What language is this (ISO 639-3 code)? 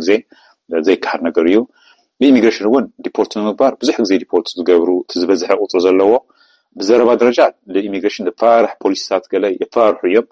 tir